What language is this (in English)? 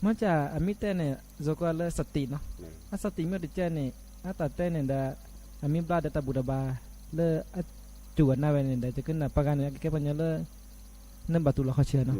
S'gaw Karen